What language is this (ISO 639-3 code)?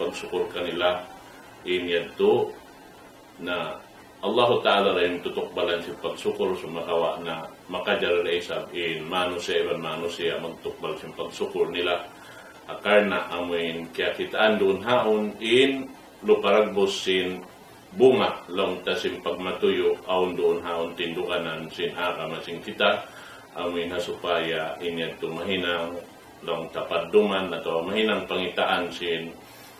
tsg